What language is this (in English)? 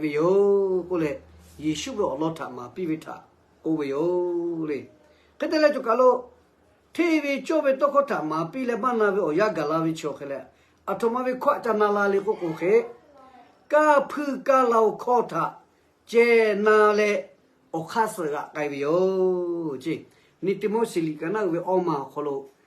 Lahu